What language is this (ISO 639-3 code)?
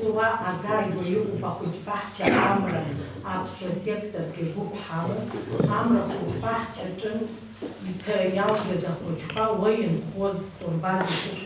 abk